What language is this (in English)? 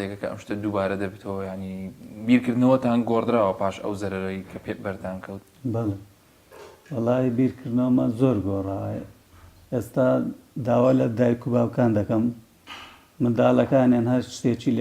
Central Kurdish